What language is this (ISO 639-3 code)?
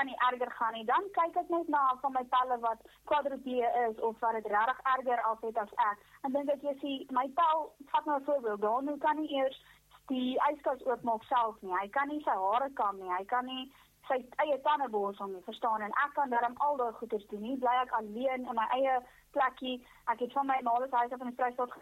afr